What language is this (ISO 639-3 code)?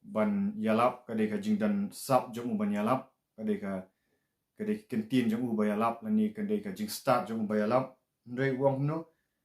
kha